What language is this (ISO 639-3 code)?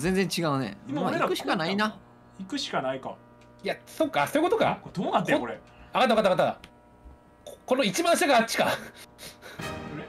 jpn